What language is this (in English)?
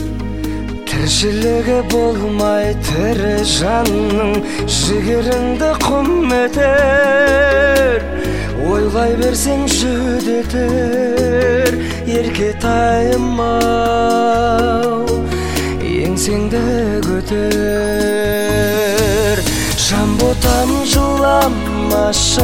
Kazakh